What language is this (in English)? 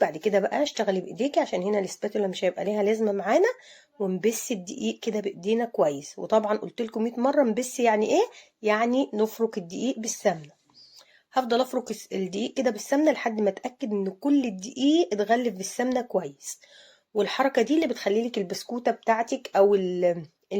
Egyptian Arabic